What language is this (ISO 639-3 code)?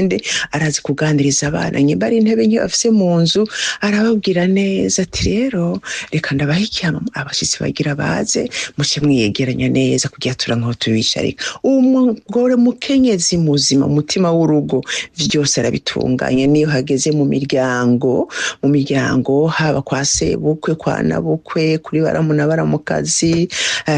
run